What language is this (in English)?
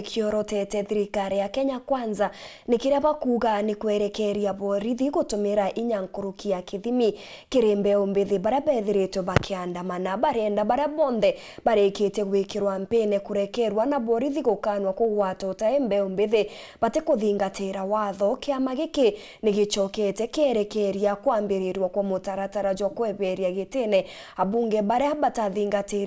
Meru